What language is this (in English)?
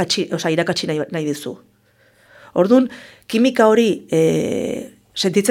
Basque